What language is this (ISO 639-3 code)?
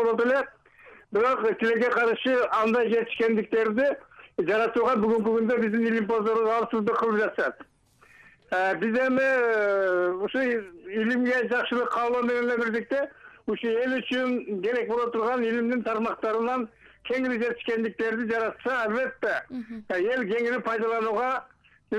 kir